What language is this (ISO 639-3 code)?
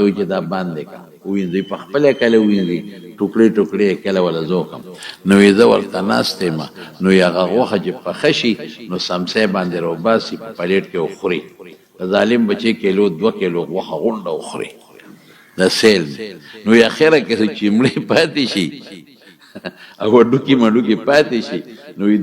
pus